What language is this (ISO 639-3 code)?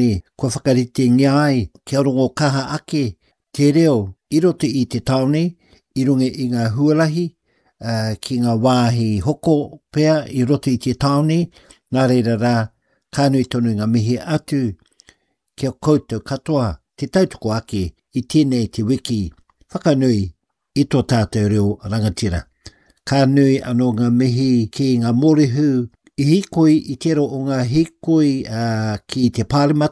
mri